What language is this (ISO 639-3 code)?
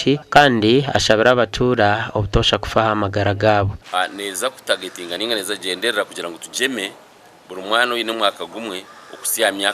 nyn